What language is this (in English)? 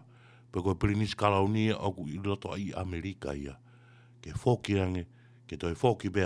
Tongan